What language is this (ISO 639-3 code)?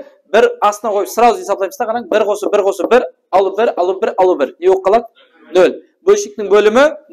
kaa